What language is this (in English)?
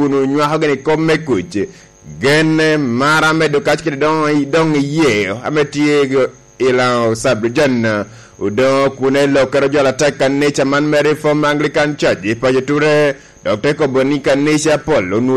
Lango (Uganda)